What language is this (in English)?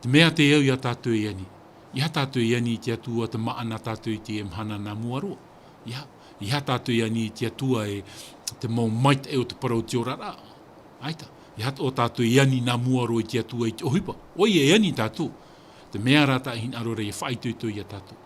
Tahitian